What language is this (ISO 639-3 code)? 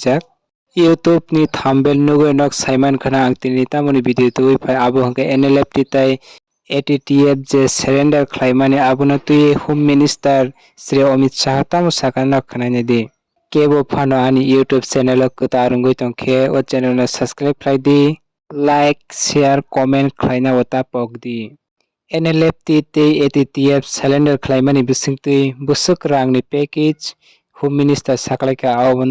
trp